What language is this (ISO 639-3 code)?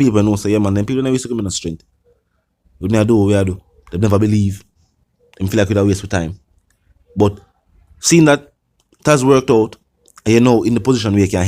jam